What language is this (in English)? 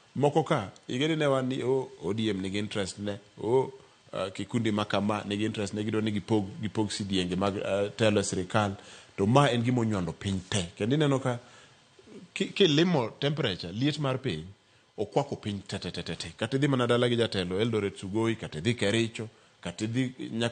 Luo (Kenya and Tanzania)